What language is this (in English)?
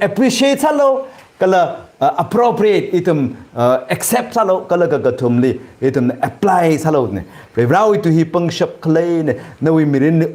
Tangkhul Naga (India)